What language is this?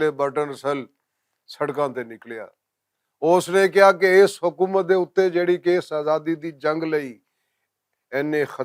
Western Panjabi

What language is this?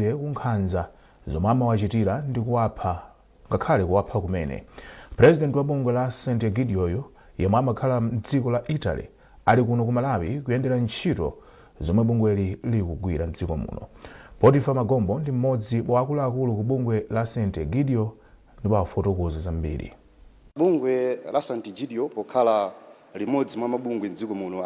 Nyanja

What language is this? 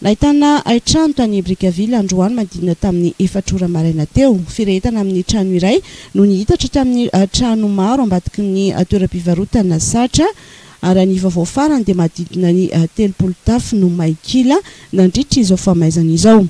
Malagasy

